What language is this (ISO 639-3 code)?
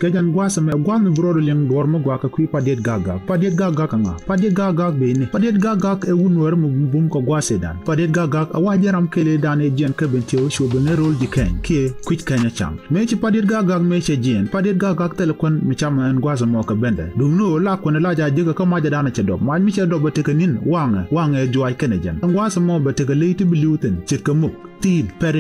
nus